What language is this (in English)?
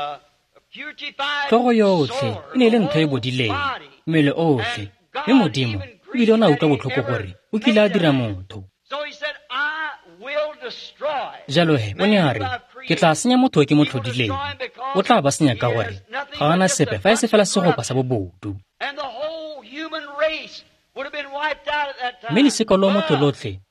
Tswana